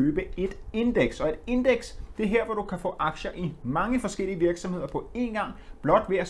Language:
Danish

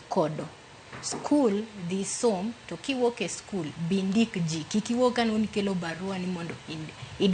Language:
Luo (Kenya and Tanzania)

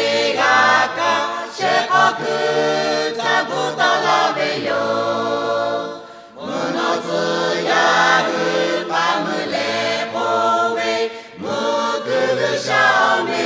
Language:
Lahu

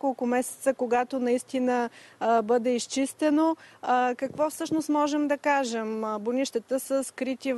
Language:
Bulgarian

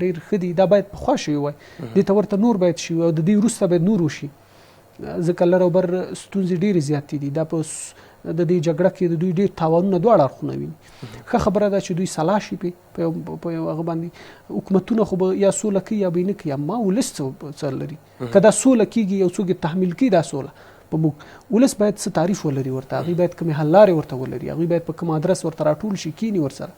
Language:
Pashto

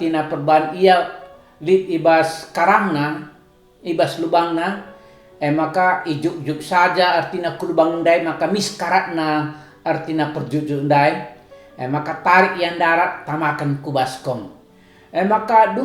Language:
Batak Karo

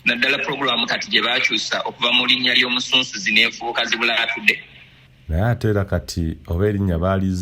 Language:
Ganda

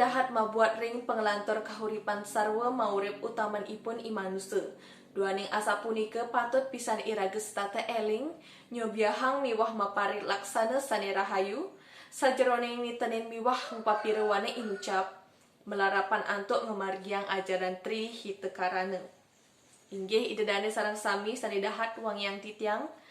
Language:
Balinese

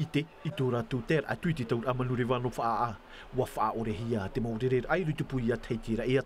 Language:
Tahitian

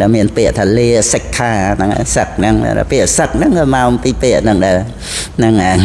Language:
Khmer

